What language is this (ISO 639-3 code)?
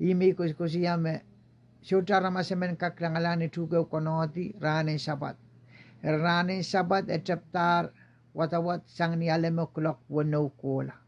pon